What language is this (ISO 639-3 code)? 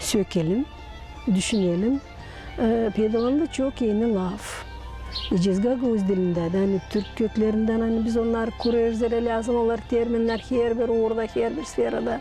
gag